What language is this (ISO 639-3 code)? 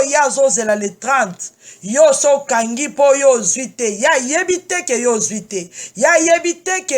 lin